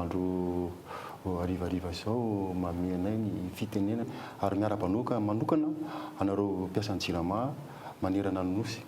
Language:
Malagasy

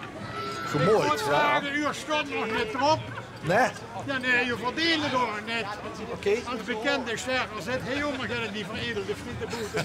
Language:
Limburgish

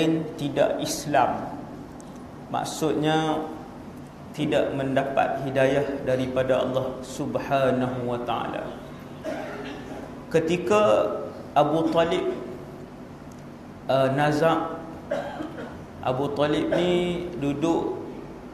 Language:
Malay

